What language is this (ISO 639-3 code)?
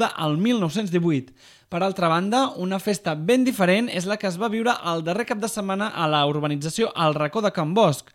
cat